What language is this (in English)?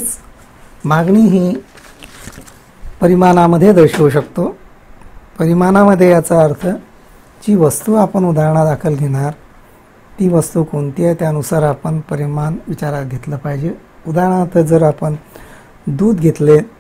Marathi